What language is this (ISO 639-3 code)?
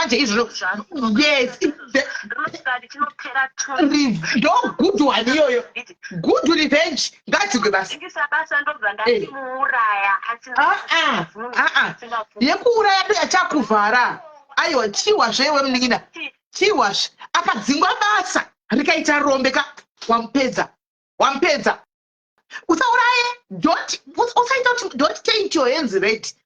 sna